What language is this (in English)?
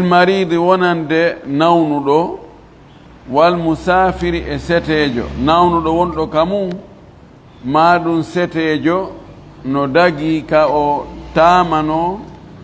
Fula